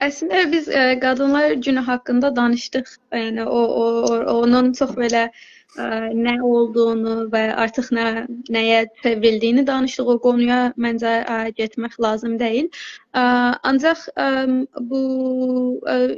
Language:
South Azerbaijani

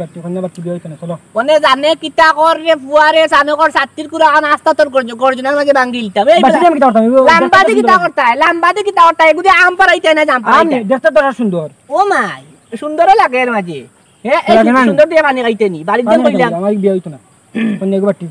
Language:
Sylheti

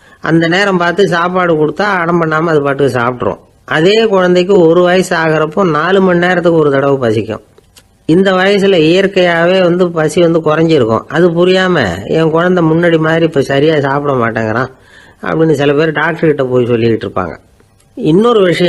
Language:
Tamil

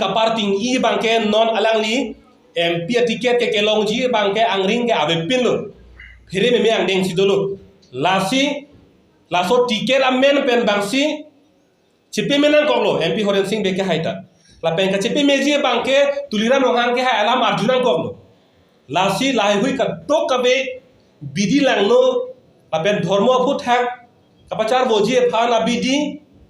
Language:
Karbi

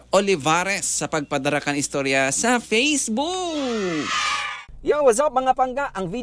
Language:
Bikol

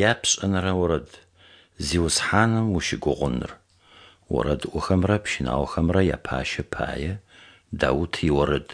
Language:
Adyghe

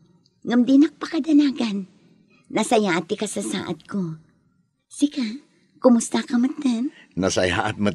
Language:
Iloko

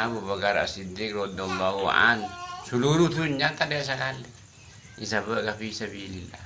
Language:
Madurese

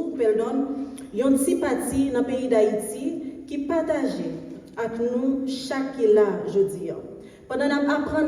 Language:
Haitian Creole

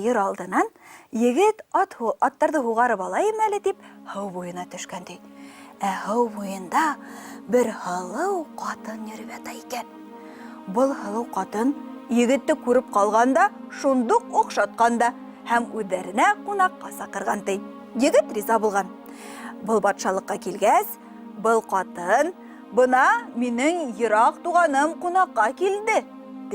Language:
Bashkir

